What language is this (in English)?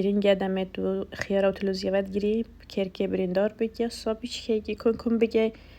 Kurdish